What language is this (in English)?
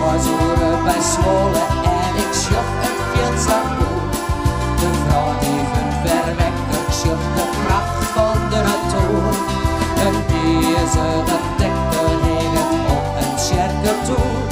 Western Frisian